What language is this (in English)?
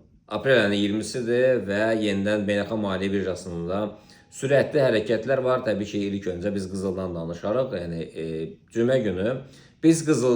Azerbaijani